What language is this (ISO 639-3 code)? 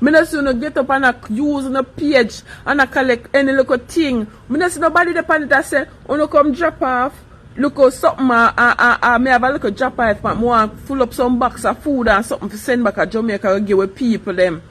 jam